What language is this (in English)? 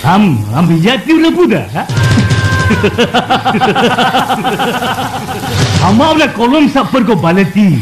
Santali